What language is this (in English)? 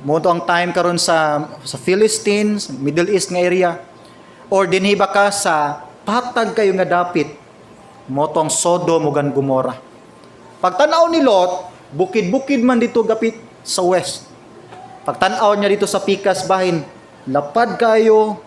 Cebuano